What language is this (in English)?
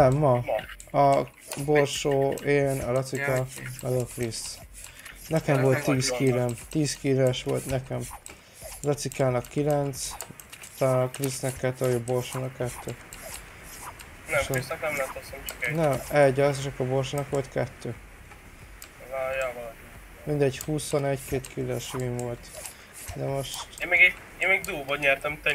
Hungarian